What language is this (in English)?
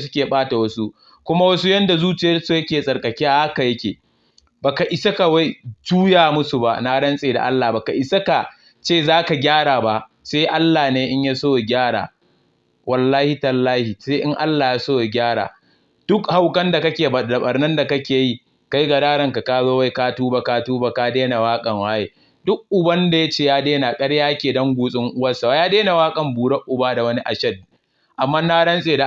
Hausa